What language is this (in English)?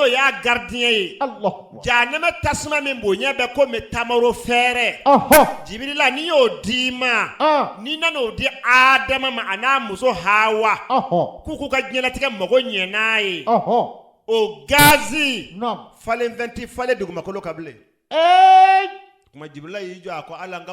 Bambara